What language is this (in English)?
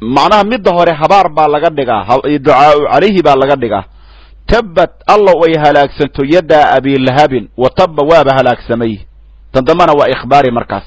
Somali